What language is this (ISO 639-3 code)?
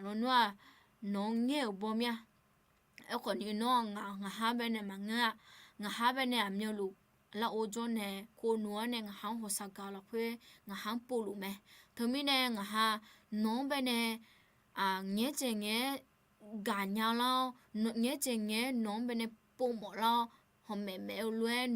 ahk